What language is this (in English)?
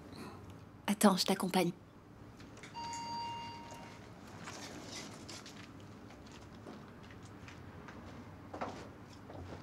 French